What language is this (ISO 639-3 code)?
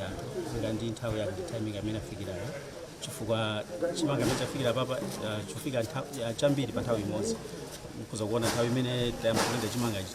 nya